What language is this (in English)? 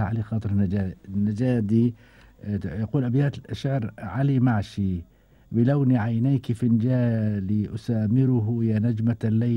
Gulf Arabic